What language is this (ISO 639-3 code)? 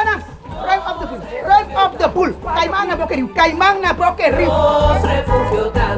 pap